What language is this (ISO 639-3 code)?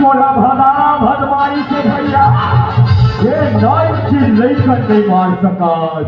hne